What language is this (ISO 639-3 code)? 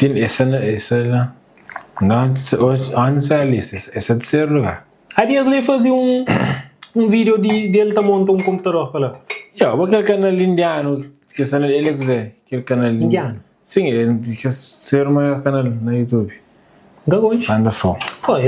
kea